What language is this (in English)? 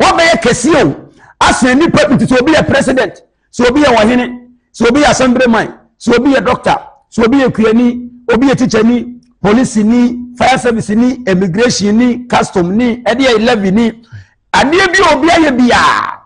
Akan